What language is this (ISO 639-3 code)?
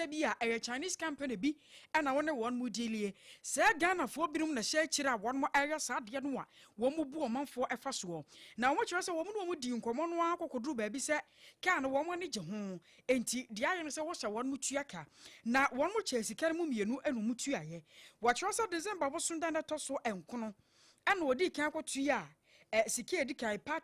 aka